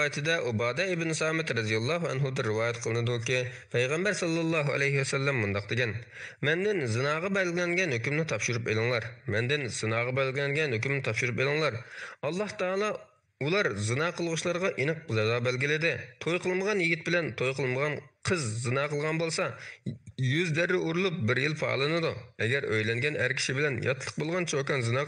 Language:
Uyghur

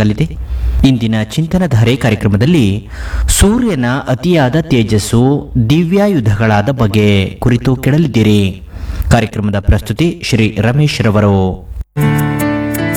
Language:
Kannada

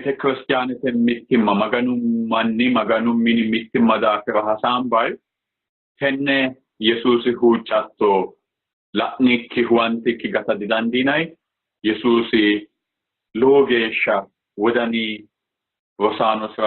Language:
Sidamo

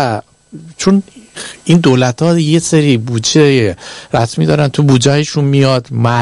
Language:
Persian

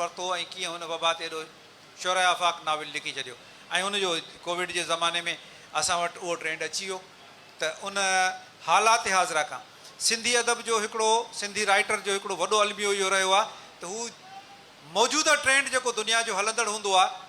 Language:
Sindhi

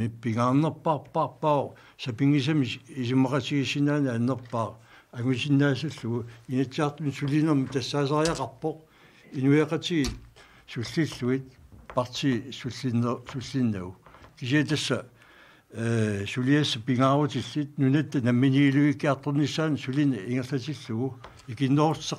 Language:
Kalaallisut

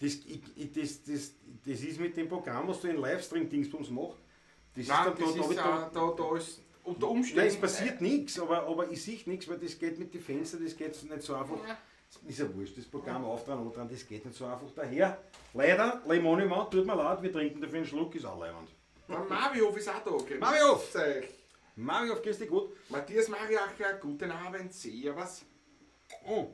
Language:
Bavarian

